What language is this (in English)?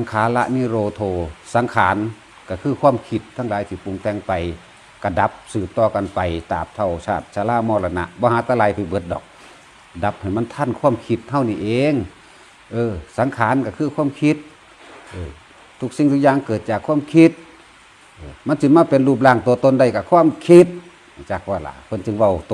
Northeastern Thai